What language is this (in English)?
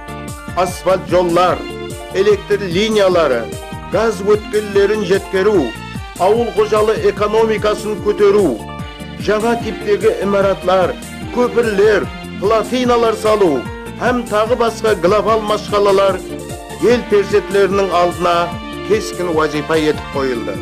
Kara-Kalpak